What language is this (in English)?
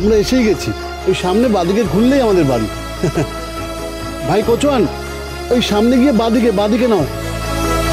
Bangla